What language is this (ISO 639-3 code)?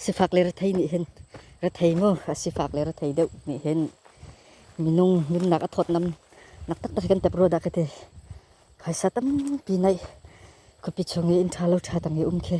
cnh